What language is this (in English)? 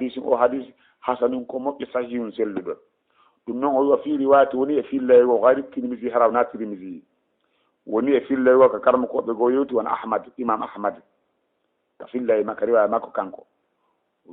Fula